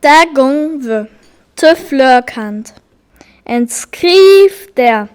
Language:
Northern Frisian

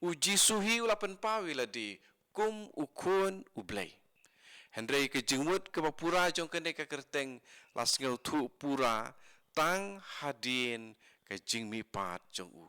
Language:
Khasi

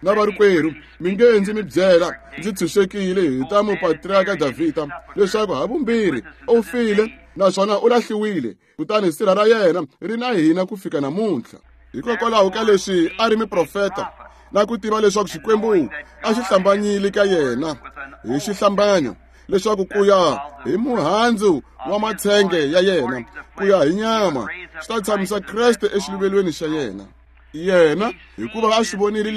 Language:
Tsonga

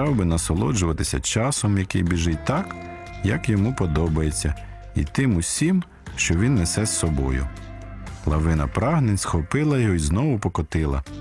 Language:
Ukrainian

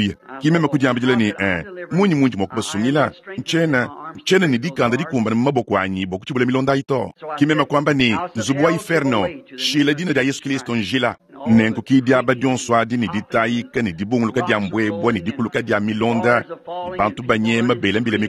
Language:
Luba-Lulua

